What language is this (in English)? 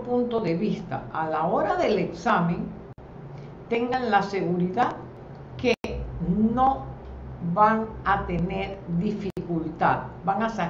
Spanish